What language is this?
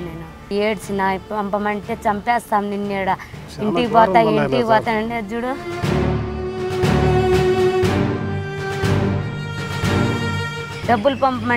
Telugu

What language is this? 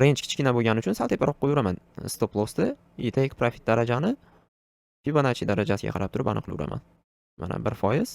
Uzbek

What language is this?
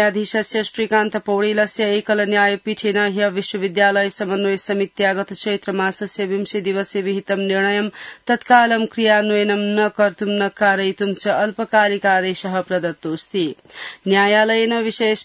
Sanskrit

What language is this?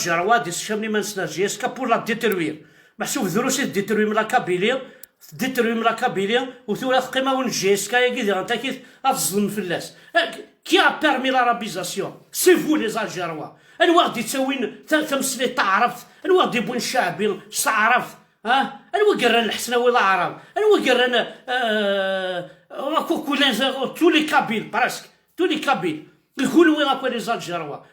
Kabyle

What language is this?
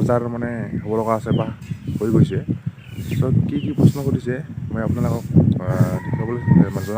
Assamese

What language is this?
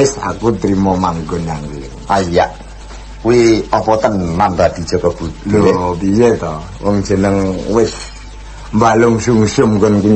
Javanese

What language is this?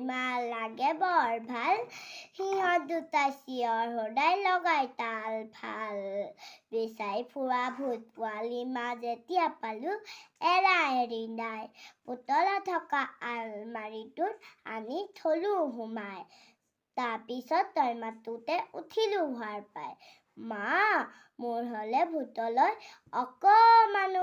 Assamese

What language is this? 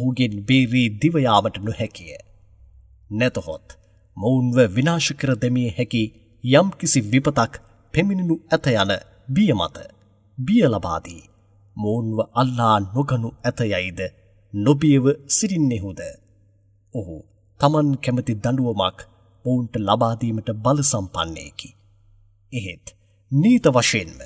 Sinhala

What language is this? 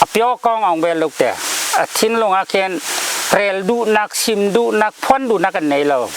Hakha Chin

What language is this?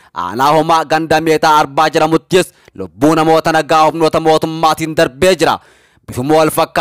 Oromo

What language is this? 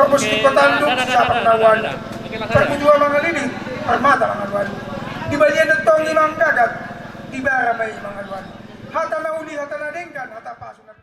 Batak Toba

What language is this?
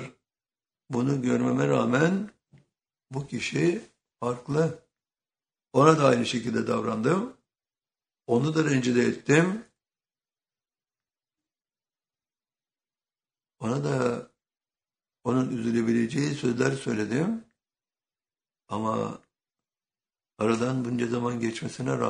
Turkish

